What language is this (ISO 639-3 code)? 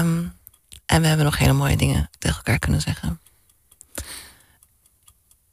nld